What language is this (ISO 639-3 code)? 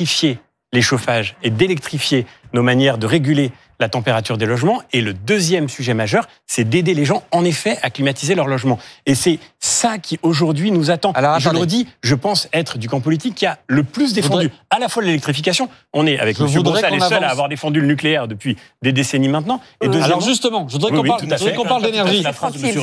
fra